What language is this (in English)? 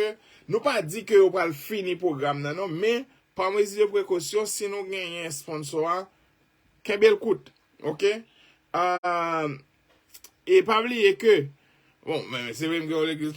Haitian Creole